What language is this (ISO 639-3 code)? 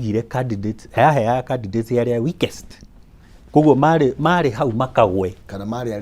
kik